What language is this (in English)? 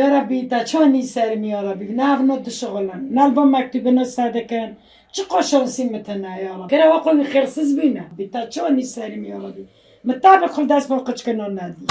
Kurdish